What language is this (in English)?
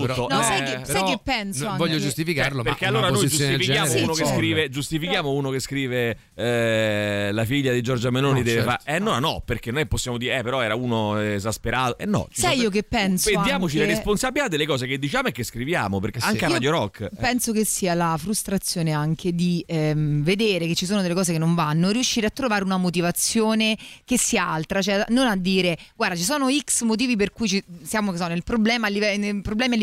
Italian